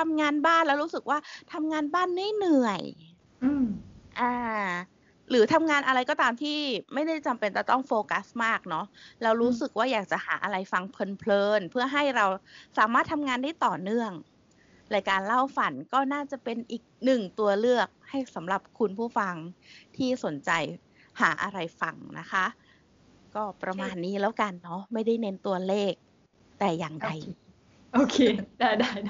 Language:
Thai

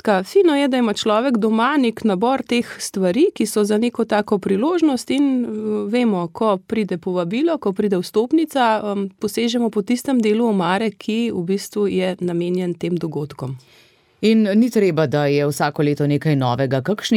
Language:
Slovenian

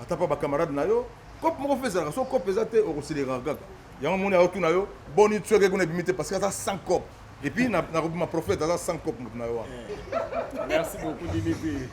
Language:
Lingala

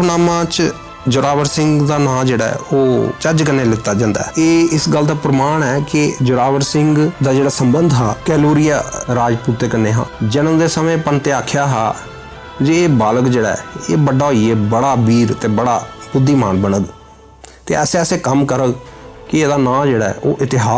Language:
Dogri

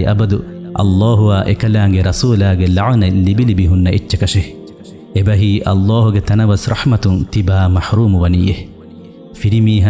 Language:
Divehi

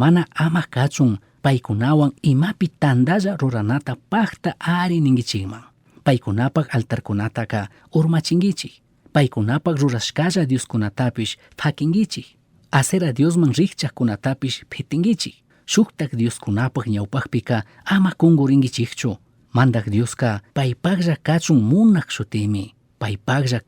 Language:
Chimborazo Highland Quichua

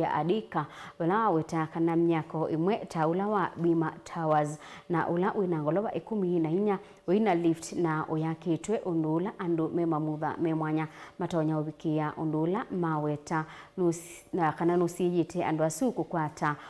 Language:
Kamba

